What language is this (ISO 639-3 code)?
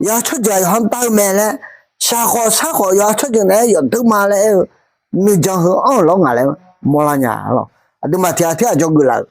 ahk